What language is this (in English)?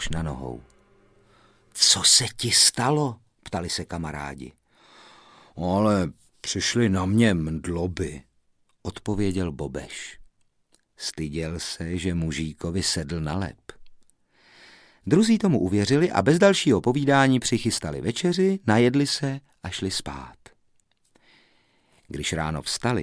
Czech